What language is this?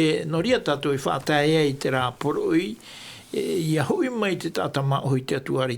Tahitian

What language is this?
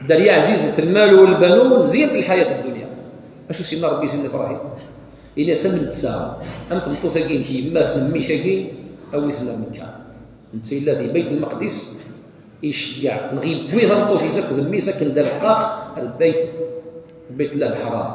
Kabyle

